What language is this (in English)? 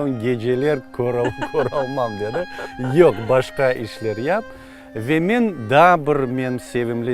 Crimean Tatar